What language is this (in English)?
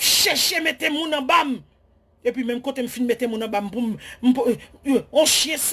Haitian Creole